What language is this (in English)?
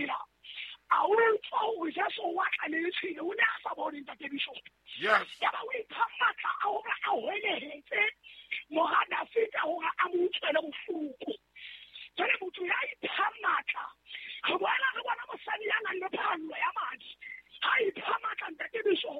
Southern Sotho